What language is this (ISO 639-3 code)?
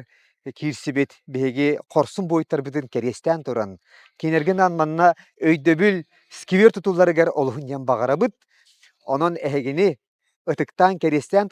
sah